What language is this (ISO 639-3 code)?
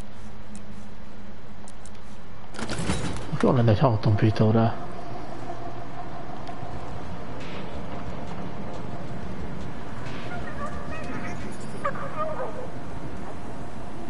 hun